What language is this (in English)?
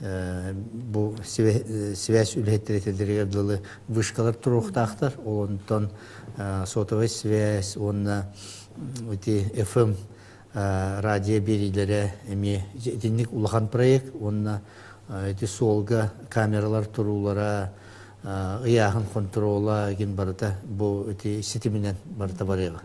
Yakut